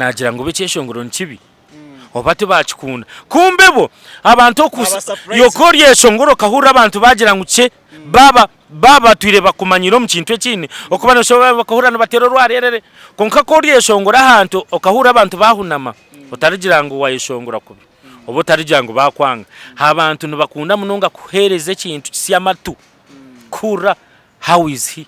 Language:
Nyankole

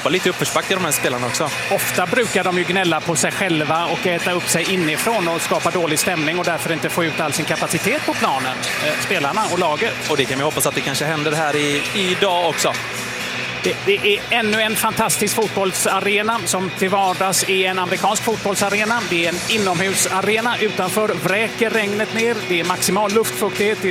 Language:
Swedish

